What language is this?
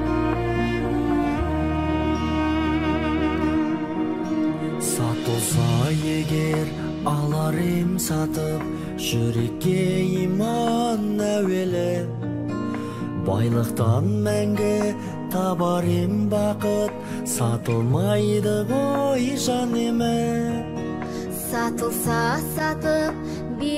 Kazakh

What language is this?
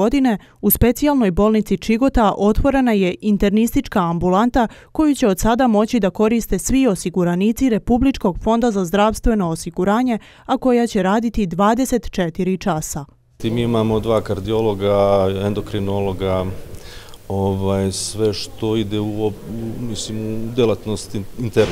Serbian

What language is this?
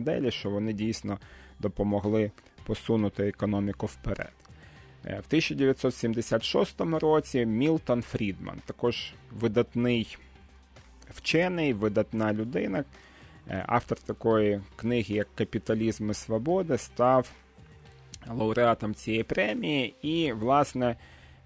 Ukrainian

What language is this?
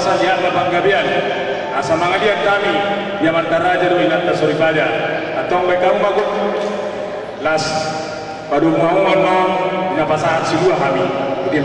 Batak Toba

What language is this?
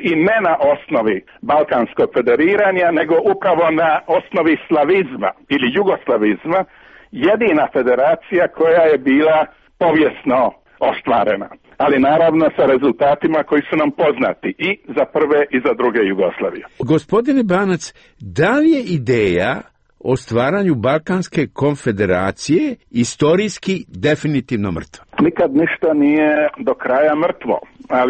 Serbian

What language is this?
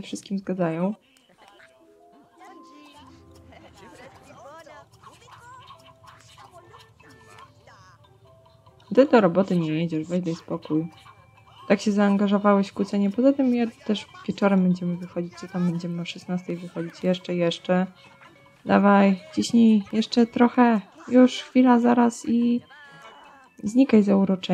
Polish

